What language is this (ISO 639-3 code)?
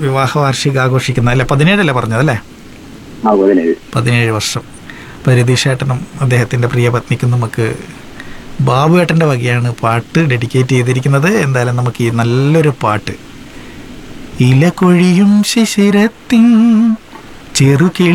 mal